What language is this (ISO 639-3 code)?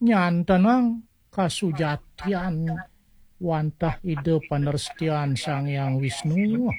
ban